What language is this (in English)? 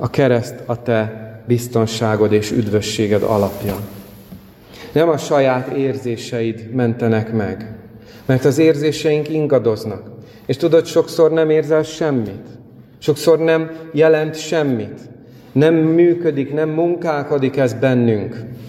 Hungarian